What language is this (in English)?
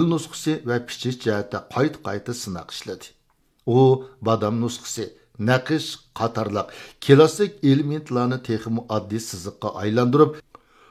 Uyghur